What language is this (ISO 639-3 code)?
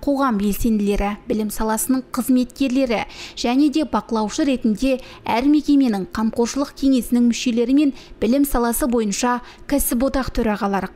kaz